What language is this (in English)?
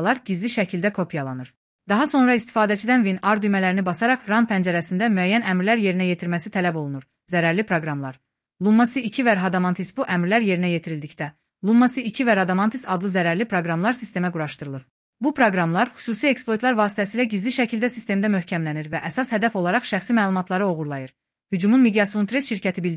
Azerbaijani